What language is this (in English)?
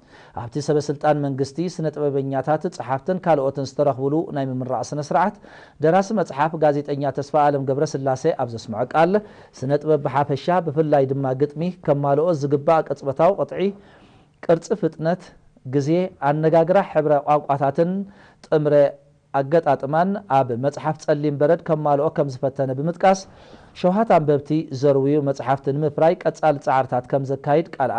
Tigrinya